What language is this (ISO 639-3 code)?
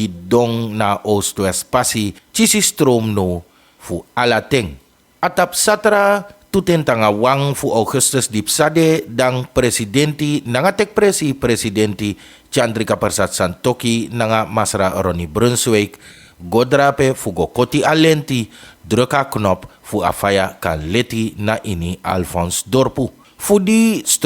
srn